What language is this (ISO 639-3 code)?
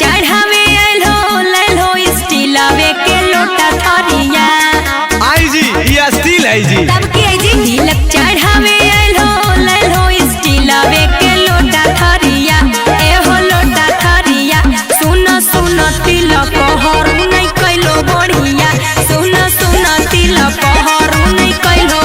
mag